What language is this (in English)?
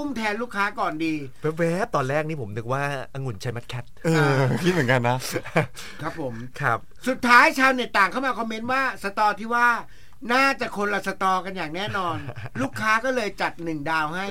Thai